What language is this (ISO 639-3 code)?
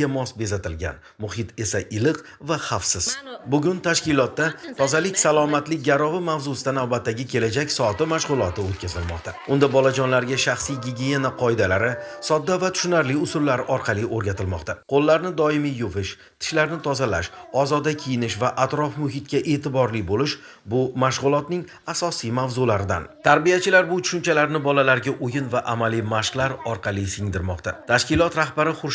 uzb